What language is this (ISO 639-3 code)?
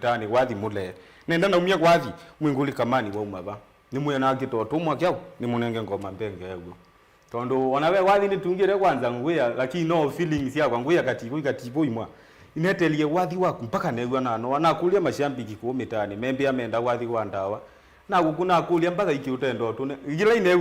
kam